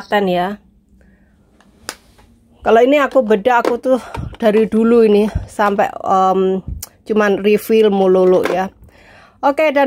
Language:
Indonesian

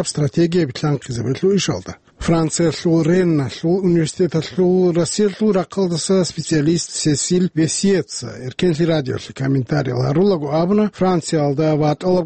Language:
Avaric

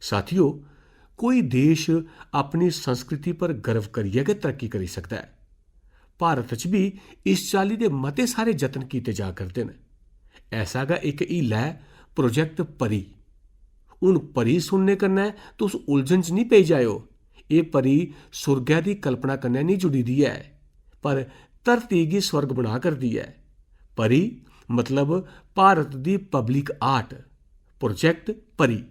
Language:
Dogri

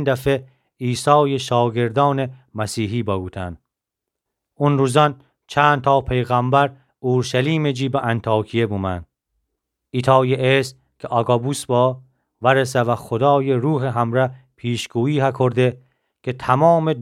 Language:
Gilaki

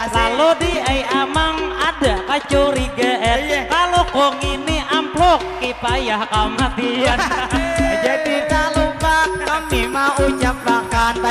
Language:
Banjar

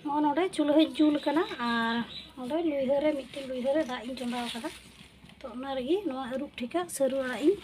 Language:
Santali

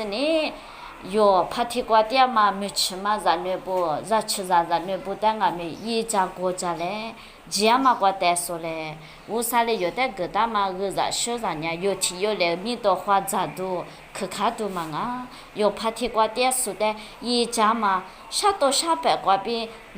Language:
Lisu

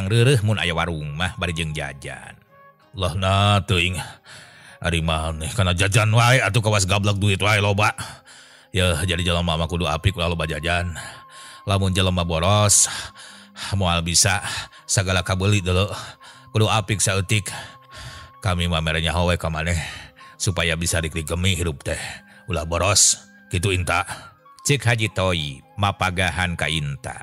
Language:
Sundanese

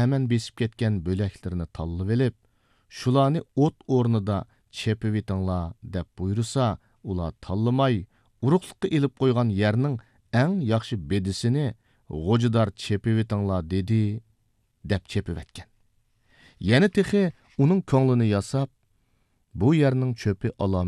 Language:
Uyghur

